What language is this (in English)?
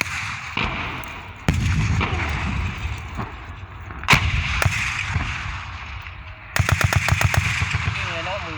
Lao